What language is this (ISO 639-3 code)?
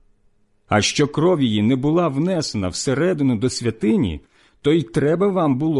ukr